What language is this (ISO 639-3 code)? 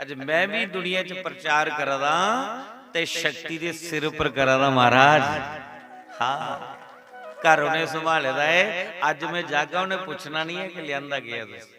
doi